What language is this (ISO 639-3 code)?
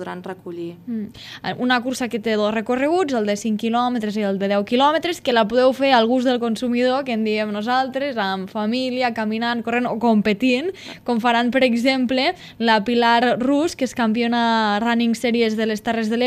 cat